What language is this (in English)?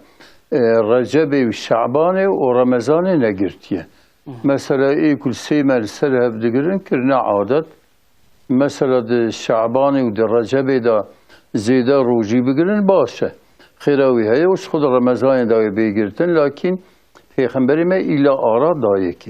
Kurdish